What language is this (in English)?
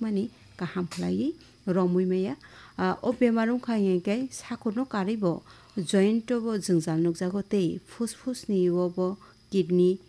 Kok Borok